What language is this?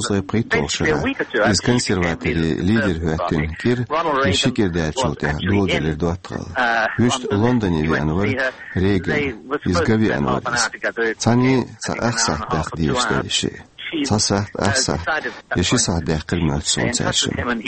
Chechen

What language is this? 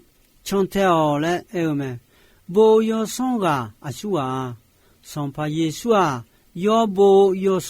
Akha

